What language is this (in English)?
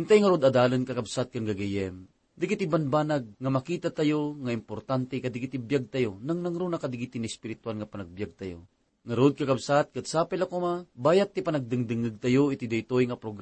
Iloko